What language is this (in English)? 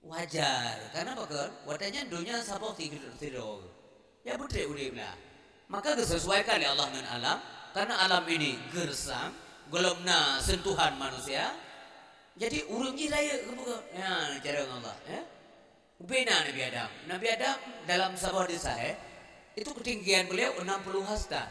Achinese